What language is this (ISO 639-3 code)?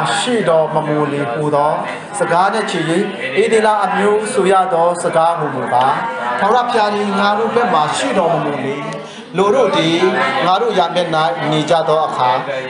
mya